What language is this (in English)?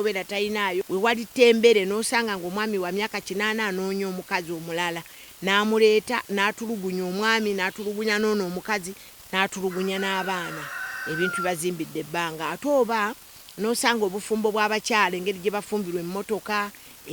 Ganda